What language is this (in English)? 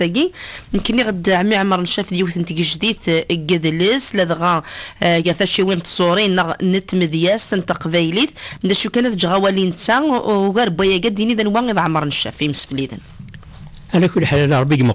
Kabyle